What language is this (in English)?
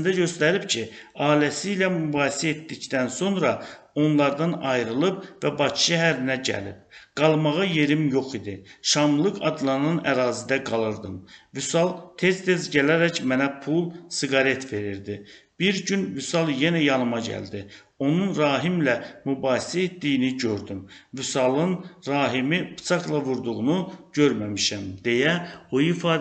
Azerbaijani